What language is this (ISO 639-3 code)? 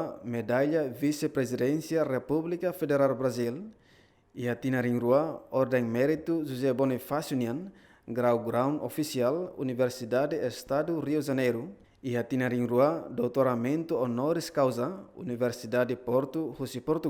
tet